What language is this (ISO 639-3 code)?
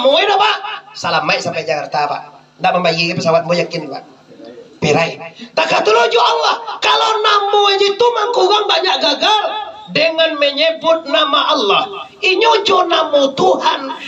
min